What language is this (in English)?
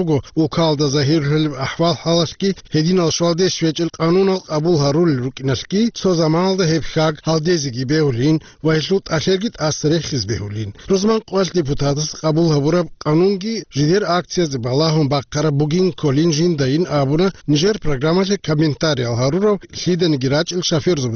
Avaric